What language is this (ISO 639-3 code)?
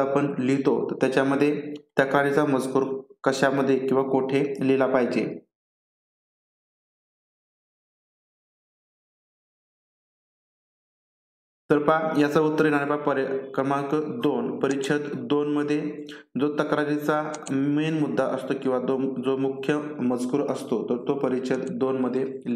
mar